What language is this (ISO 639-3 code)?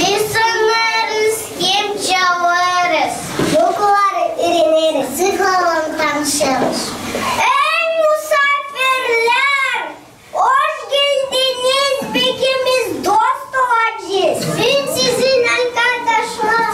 gag